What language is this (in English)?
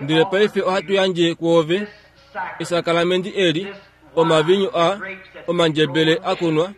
Kuanyama